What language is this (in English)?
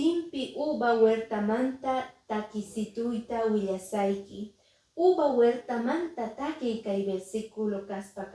Quechua